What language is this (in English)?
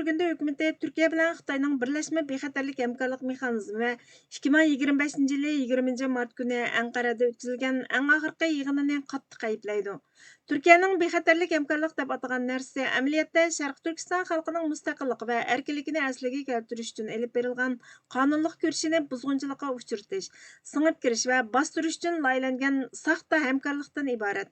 Uyghur